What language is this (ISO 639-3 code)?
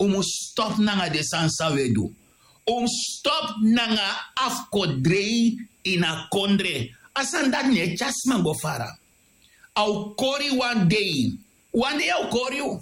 srn